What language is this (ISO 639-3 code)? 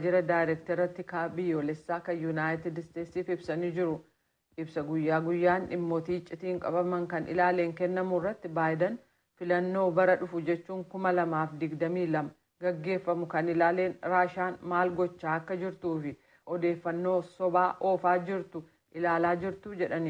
orm